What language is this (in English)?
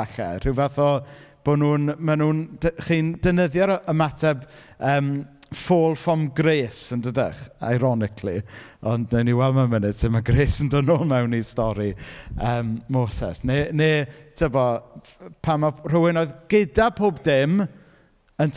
Welsh